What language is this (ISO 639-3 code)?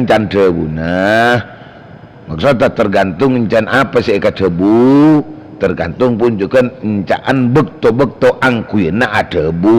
mad